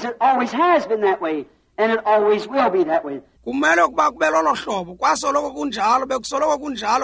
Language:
Xhosa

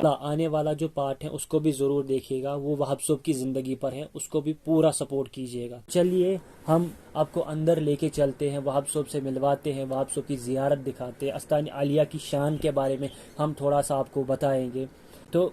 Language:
Kashmiri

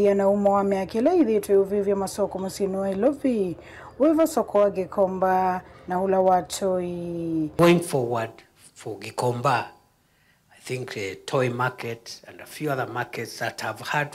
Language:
Kamba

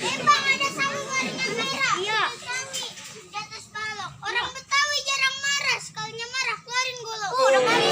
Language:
Betawi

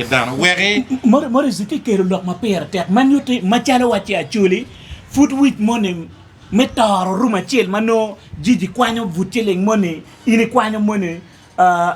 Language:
Acoli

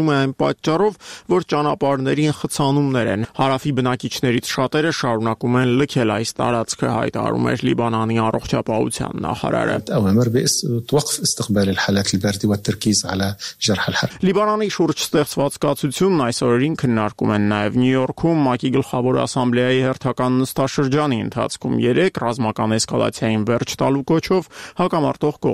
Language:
Armenian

